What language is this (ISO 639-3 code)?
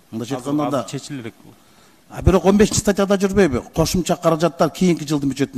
kir